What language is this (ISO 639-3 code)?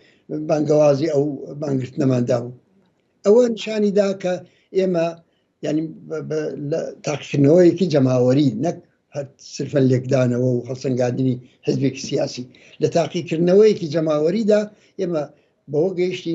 ckb